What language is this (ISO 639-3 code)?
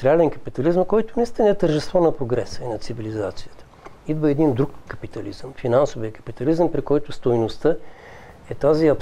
bul